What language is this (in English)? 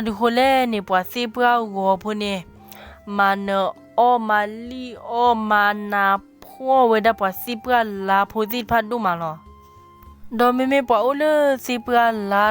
S'gaw Karen